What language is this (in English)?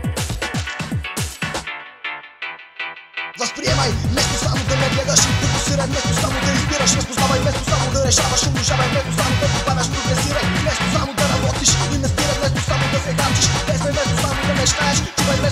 Bulgarian